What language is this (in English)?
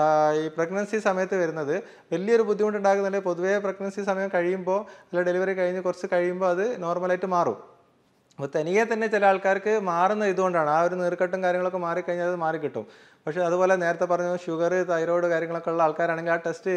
Malayalam